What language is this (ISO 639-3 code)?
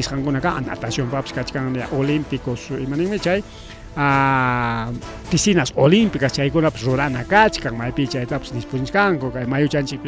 quy